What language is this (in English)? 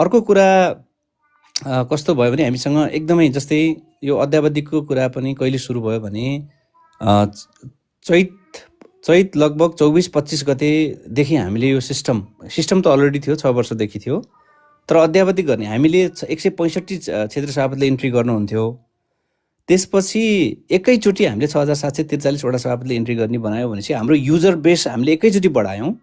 Nepali